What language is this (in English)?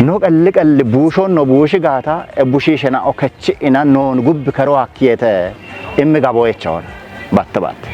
Kafa